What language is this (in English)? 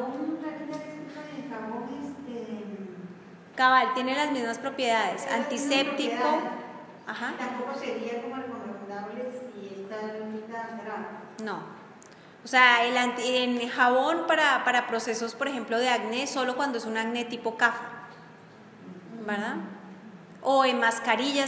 Spanish